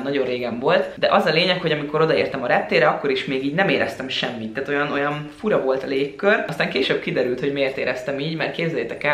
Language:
Hungarian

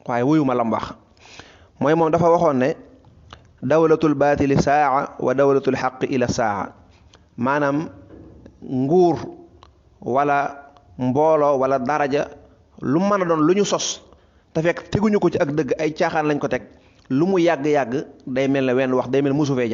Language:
Wolof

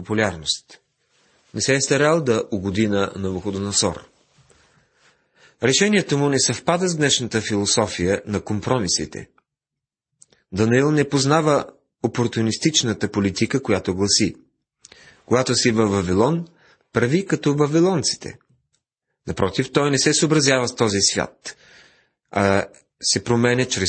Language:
Bulgarian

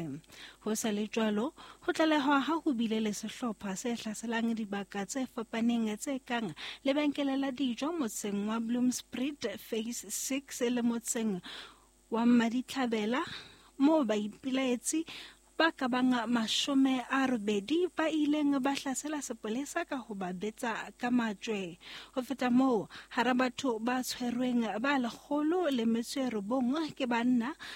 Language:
Southern Sotho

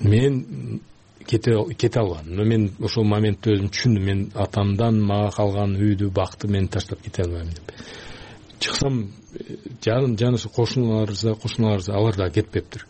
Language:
Kyrgyz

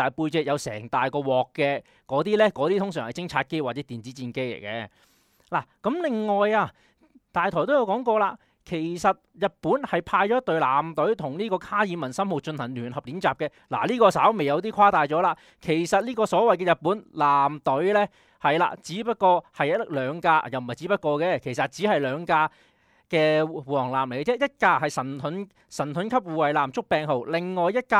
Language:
Cantonese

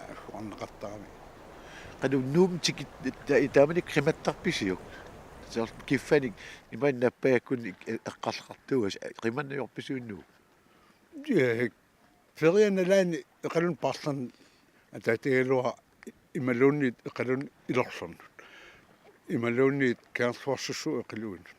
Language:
Kalaallisut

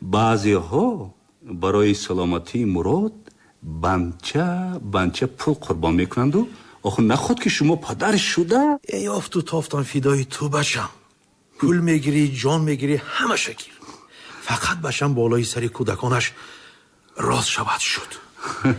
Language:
Tajik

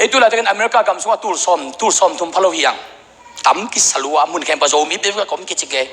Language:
Tedim Chin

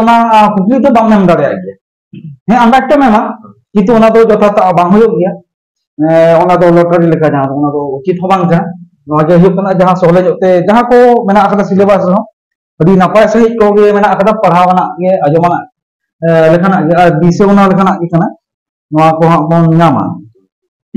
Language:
Santali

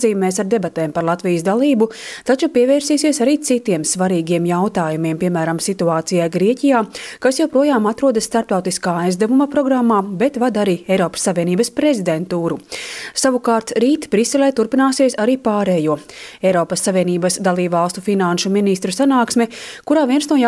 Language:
Latvian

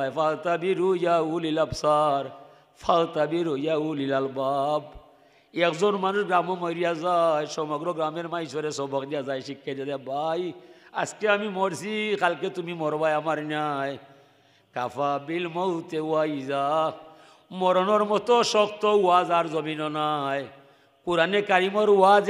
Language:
Sylheti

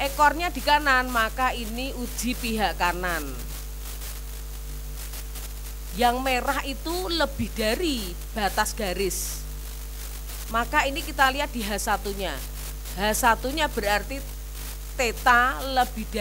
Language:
Indonesian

